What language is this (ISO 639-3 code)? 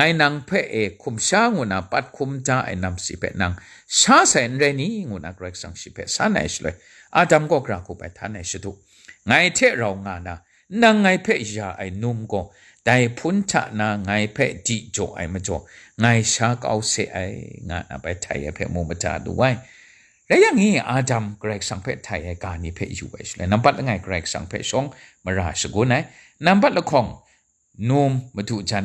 kac